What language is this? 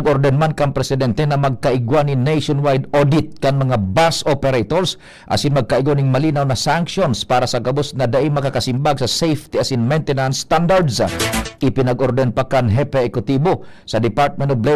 Bikol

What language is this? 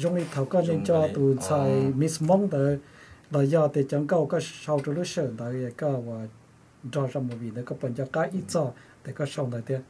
Hmong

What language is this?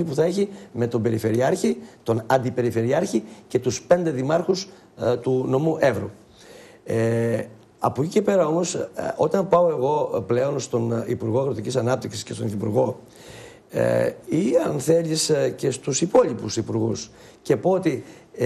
Greek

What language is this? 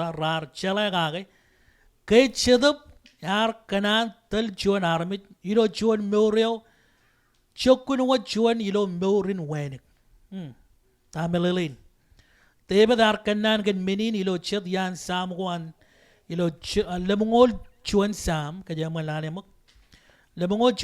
Marshallese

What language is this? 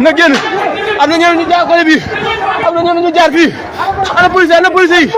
Wolof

